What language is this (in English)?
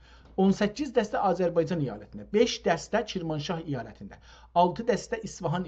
South Azerbaijani